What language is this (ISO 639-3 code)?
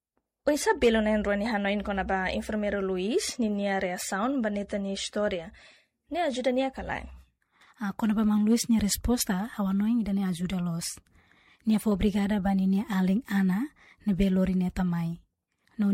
tet